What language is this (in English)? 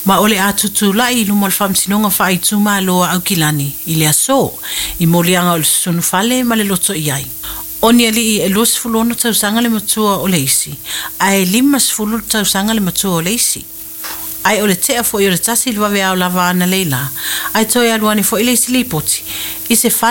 Samoan